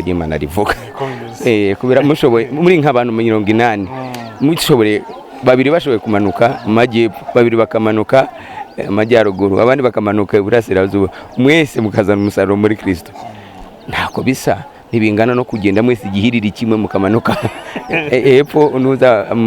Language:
Kinyarwanda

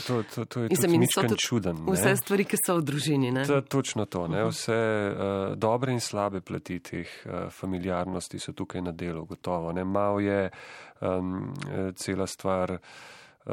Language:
Slovenian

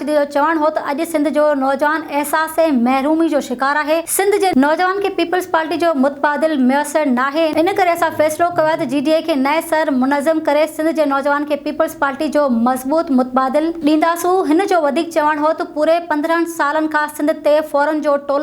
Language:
Sindhi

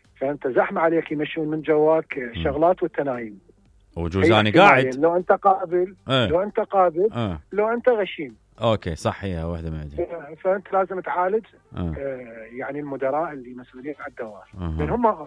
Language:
Mesopotamian Arabic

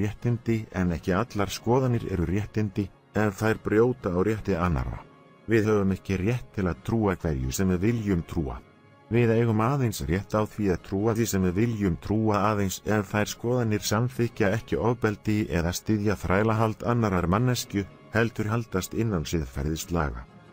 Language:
Icelandic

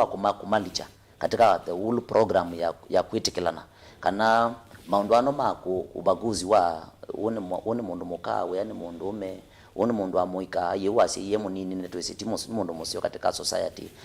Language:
Kamba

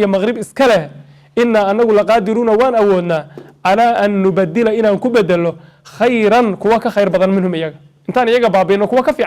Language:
Somali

